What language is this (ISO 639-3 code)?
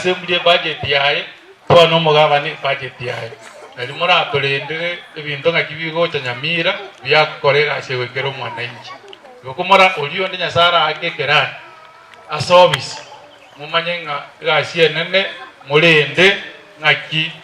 guz